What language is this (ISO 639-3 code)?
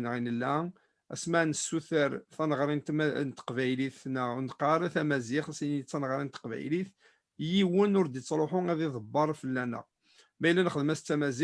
kab